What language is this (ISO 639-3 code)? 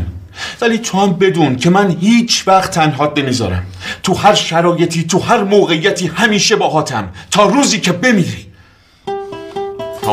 fas